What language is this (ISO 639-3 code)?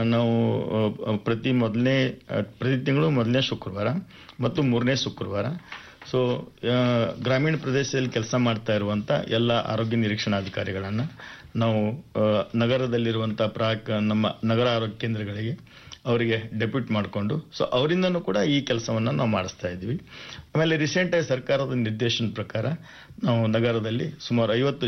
kan